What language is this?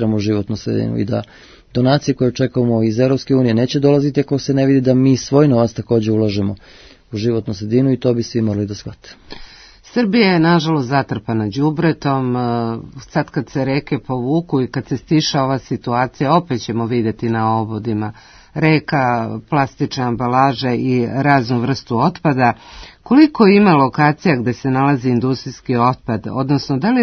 Serbian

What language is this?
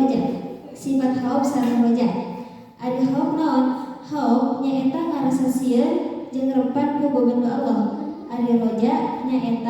Sundanese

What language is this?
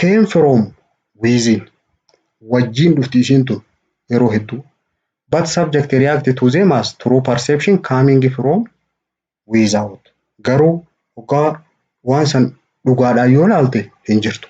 Oromo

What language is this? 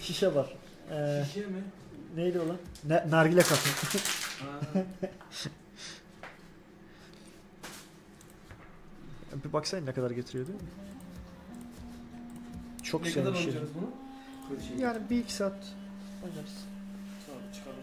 Turkish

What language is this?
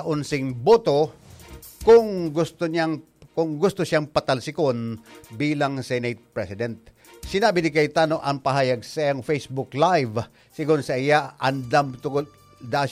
Bikol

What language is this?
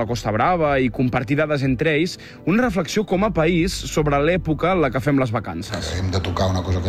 Catalan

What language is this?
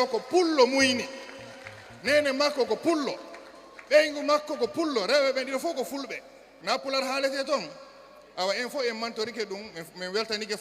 Fula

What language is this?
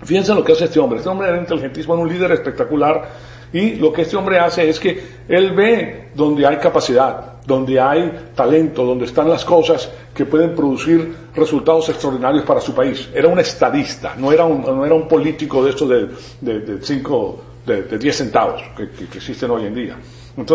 Spanish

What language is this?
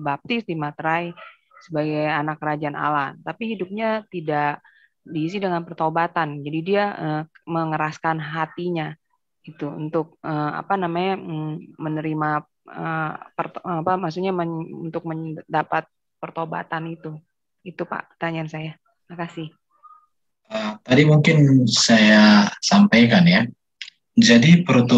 Indonesian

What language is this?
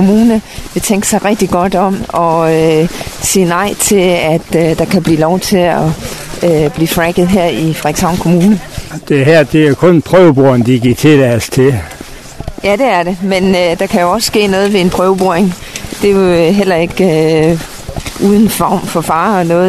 Danish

